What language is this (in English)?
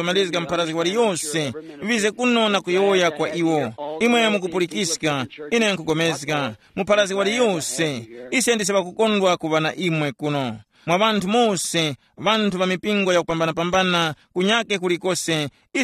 Tumbuka